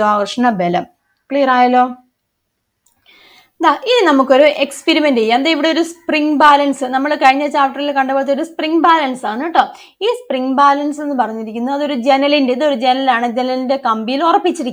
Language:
Malayalam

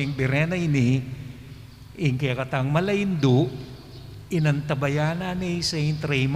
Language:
Pampanga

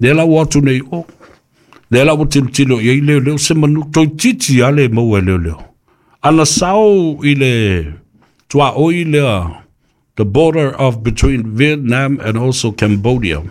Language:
Samoan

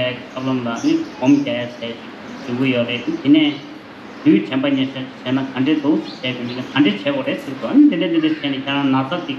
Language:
Tibetan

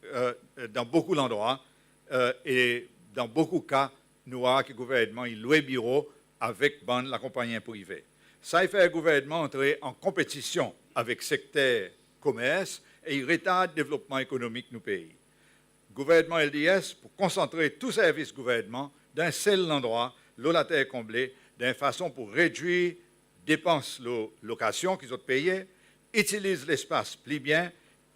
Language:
Seselwa Creole French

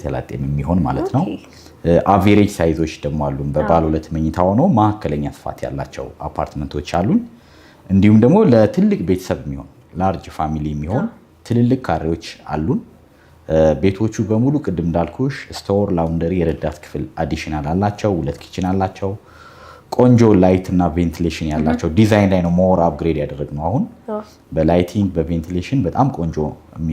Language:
Amharic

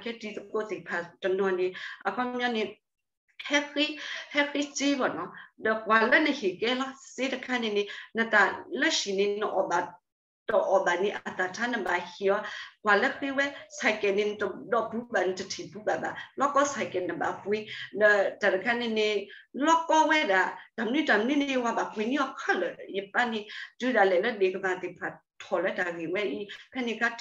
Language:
S'gaw Karen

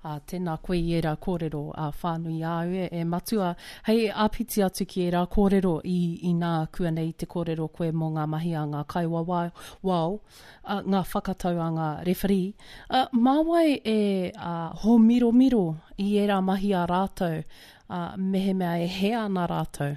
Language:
Māori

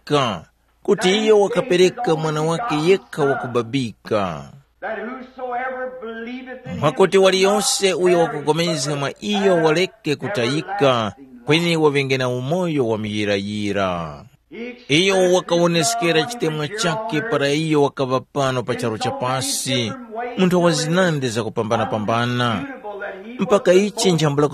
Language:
Tumbuka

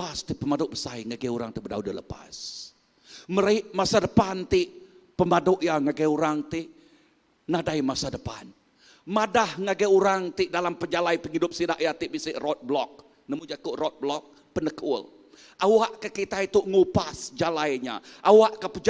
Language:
Iban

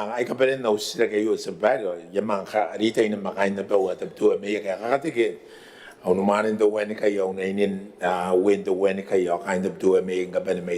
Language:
Gilbertese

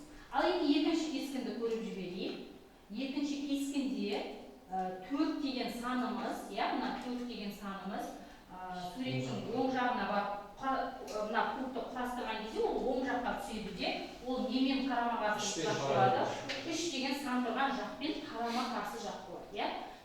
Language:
Kazakh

